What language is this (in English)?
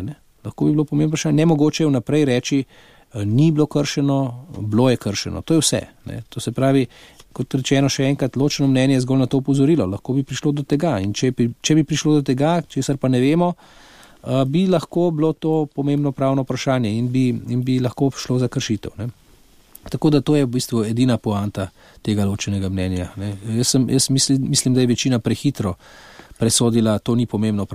Slovenian